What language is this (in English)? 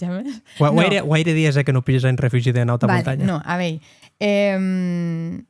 Occitan